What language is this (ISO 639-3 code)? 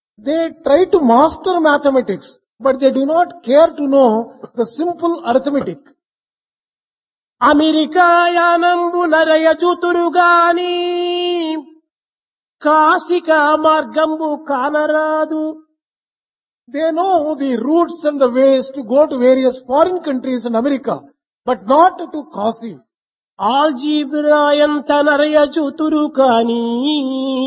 tel